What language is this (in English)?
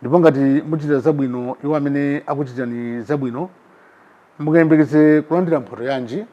Nyanja